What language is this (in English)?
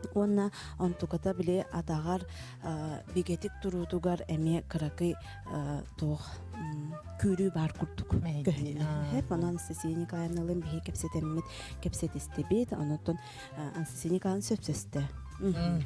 Yakut